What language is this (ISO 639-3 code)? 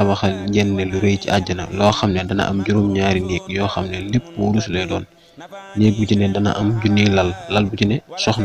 wol